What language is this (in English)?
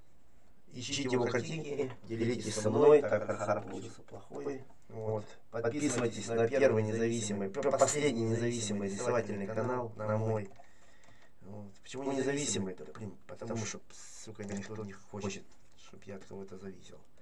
Russian